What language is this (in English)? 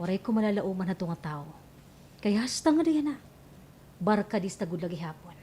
Waray